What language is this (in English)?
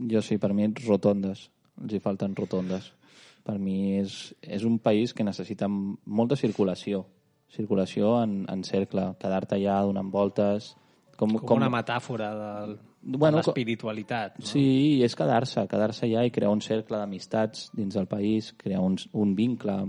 Catalan